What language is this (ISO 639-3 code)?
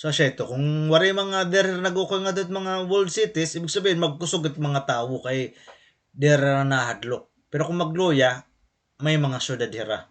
war